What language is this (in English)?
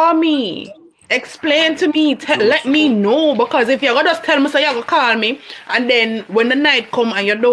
Jamaican Creole English